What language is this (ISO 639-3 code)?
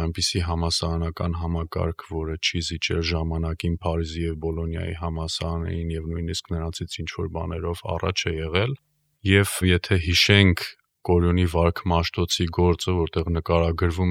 hye